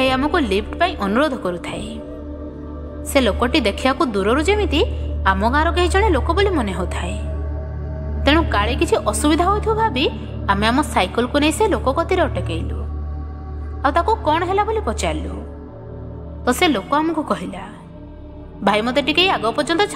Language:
Odia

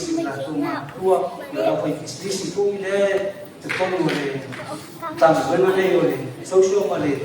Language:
Samoan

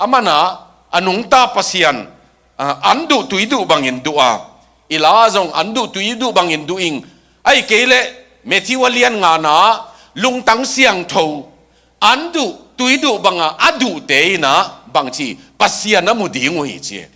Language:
Tedim Chin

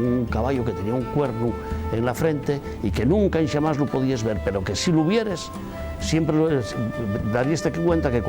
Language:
Asturian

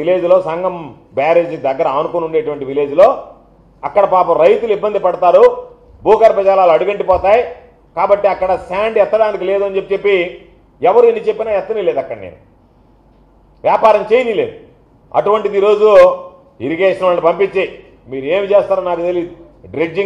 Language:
Telugu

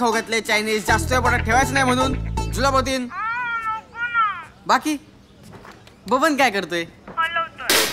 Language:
Marathi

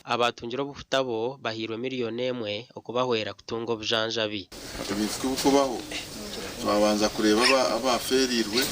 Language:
Nyankole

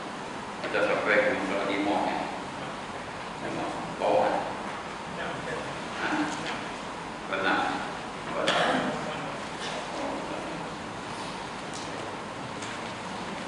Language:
Malay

